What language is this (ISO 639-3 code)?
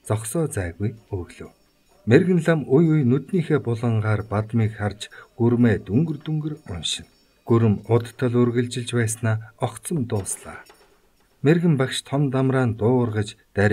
mon